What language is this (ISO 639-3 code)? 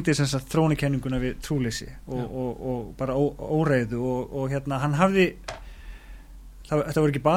isl